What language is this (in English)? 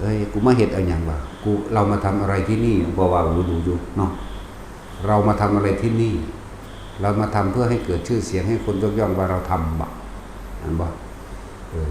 Northeastern Thai